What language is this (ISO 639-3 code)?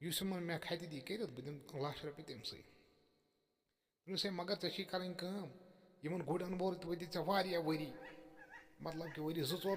kas